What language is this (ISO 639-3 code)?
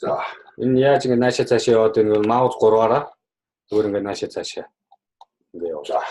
mon